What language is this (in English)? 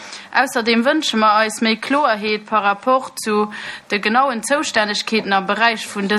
Luxembourgish